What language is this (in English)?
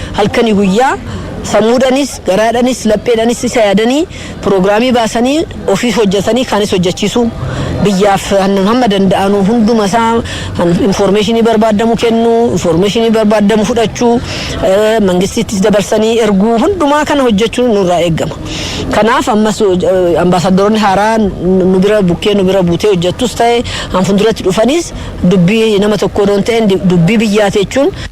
Oromo